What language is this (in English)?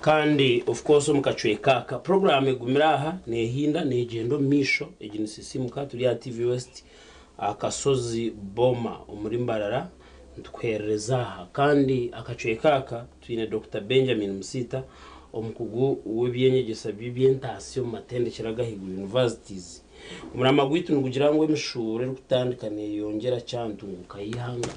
Nyankole